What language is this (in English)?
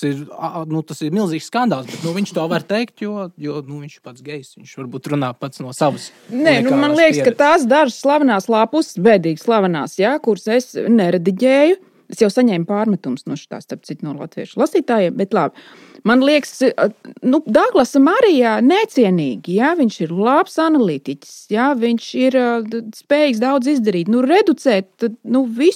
Latvian